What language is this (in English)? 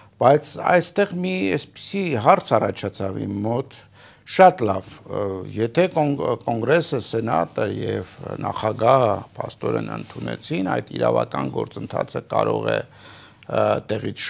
Armenian